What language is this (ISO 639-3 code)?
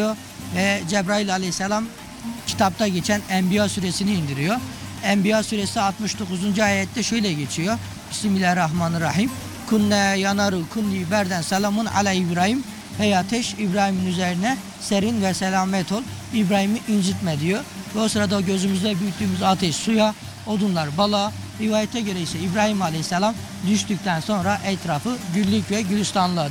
tur